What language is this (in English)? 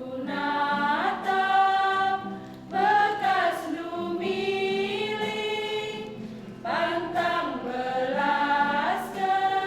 Batak Karo